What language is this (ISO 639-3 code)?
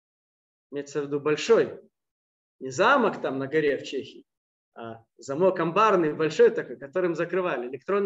rus